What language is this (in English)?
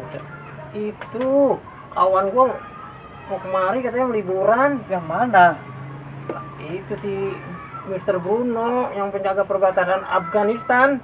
Betawi